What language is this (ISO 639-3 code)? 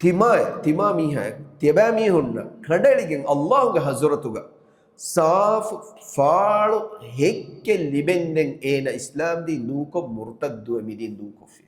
div